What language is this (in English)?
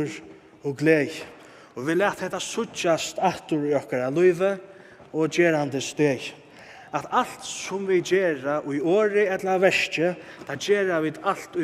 Faroese